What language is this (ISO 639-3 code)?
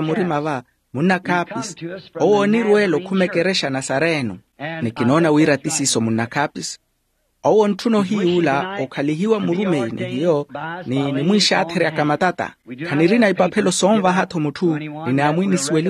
vmw